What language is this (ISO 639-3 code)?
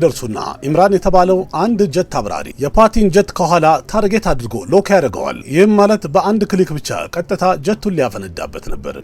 amh